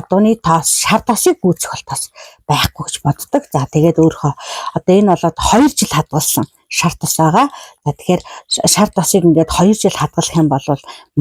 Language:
Mongolian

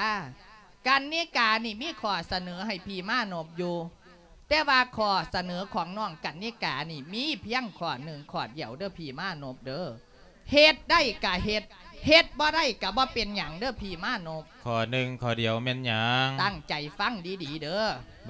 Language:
Lao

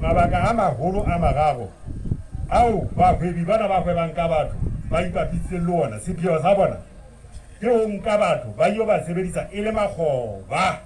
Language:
Southern Sotho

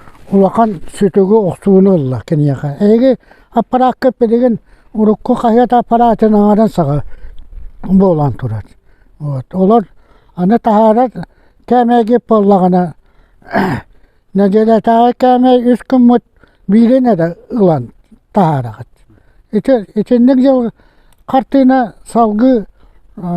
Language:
Yakut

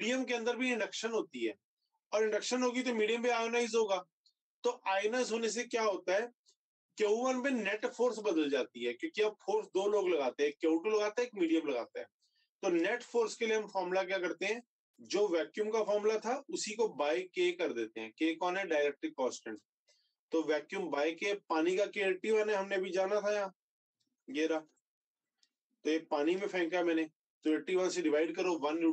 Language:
Hindi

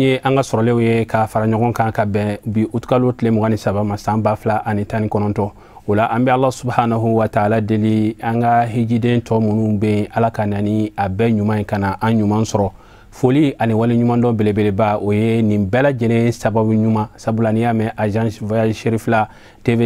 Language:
Bambara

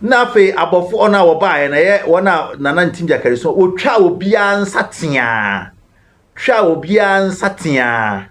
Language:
Akan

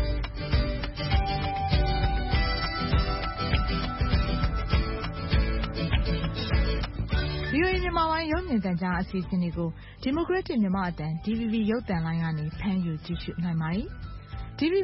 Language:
Burmese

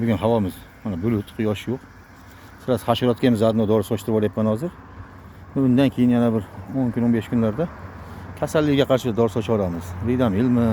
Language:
Uzbek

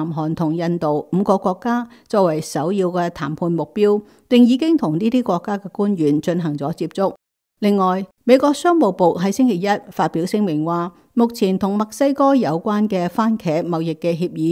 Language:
Cantonese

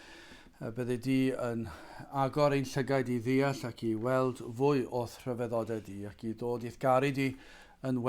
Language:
Welsh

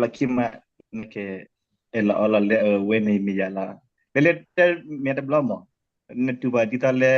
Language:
S'gaw Karen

